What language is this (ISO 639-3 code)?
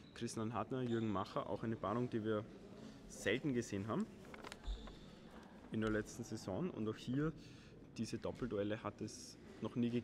deu